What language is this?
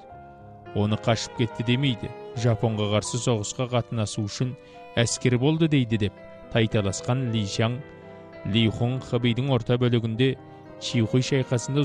Kazakh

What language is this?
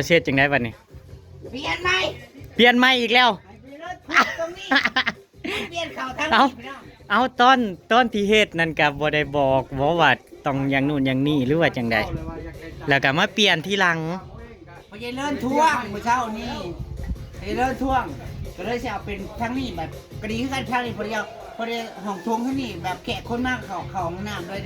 Northeastern Thai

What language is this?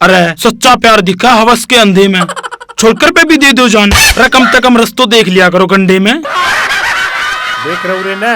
Haryanvi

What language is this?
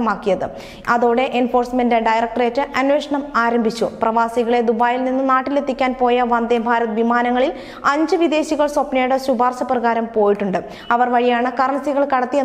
Malayalam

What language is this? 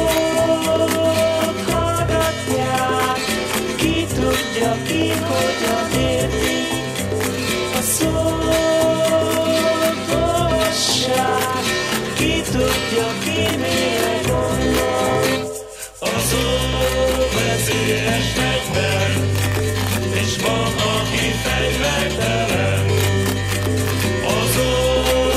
Hungarian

